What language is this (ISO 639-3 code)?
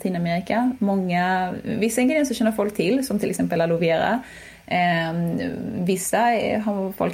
swe